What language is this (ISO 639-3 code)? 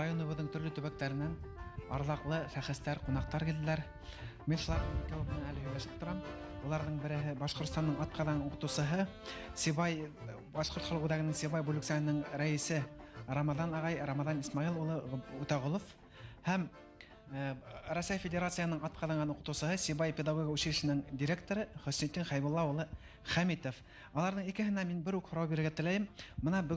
bak